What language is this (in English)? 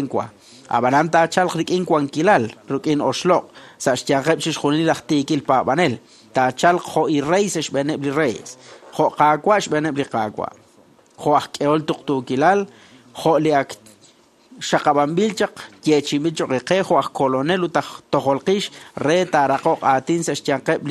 Kekchí